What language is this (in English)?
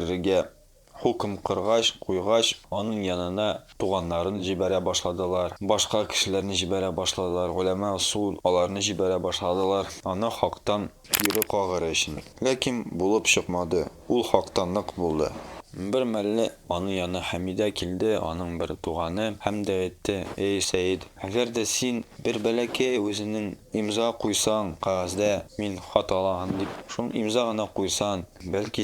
Tatar